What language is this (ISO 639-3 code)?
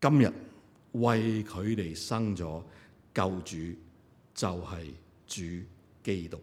yue